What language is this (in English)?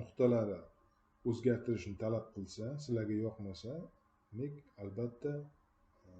Uzbek